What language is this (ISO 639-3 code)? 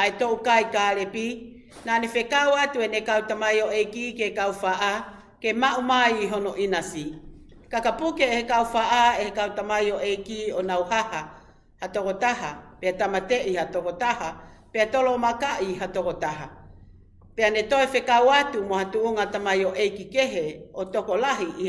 ton